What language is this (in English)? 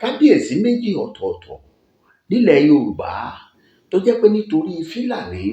Yoruba